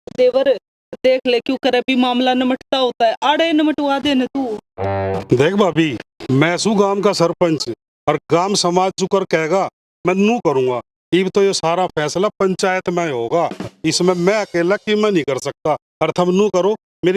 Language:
Haryanvi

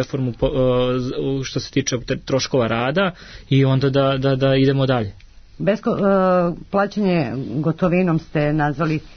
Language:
Serbian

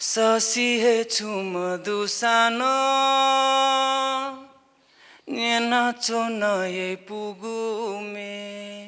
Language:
Newari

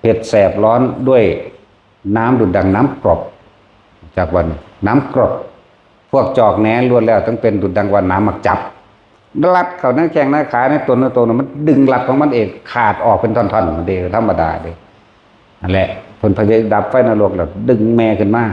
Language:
Northeastern Thai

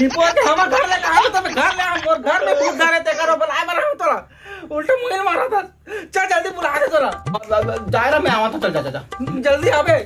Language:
Chhattisgarhi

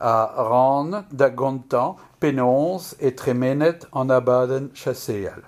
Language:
Breton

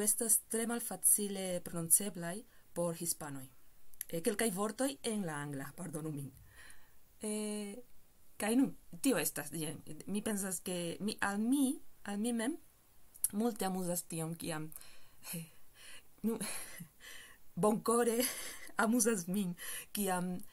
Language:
Esperanto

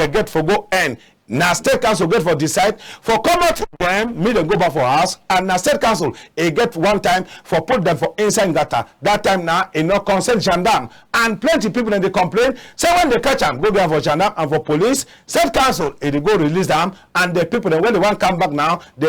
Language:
Cameroon Pidgin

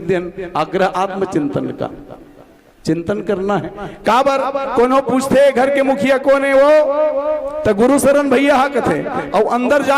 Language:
Chhattisgarhi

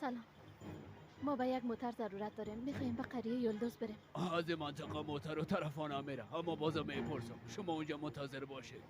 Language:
Tajik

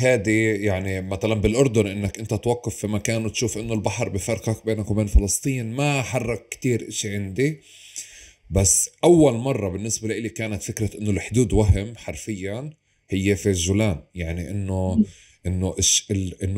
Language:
North Levantine Arabic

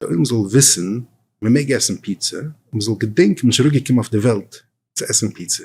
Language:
Yiddish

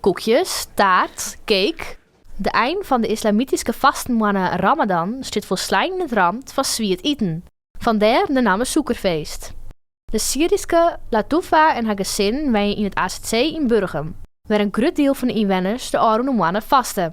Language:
Western Frisian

